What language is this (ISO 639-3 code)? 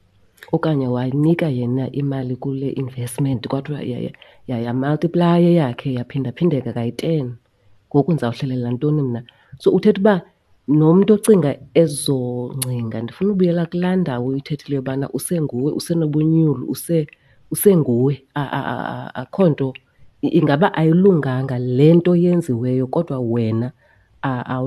xho